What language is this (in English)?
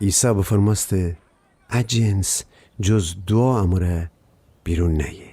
Gilaki